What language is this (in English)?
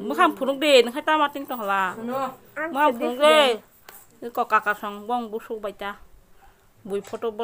Kok Borok